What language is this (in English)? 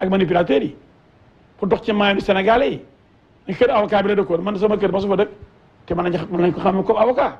Wolof